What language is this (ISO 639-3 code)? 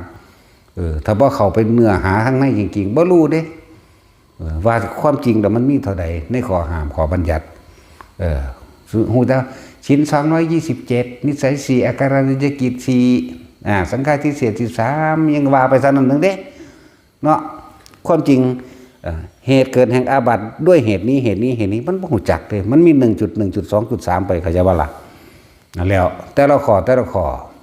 tts